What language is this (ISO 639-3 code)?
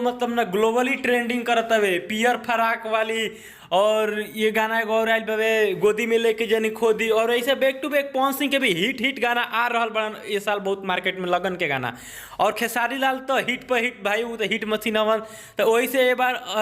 bho